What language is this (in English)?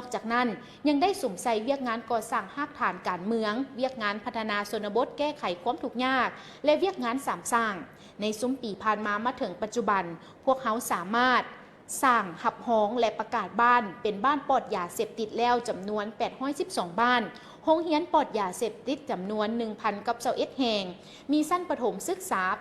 Lao